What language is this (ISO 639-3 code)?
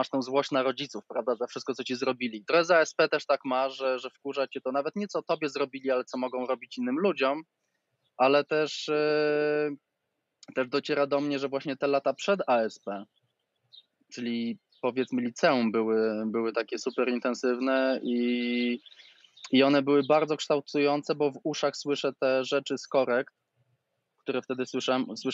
pol